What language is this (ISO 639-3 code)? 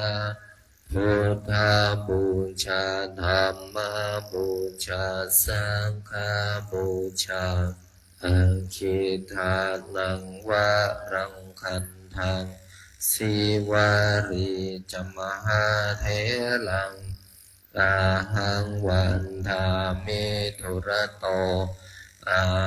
pli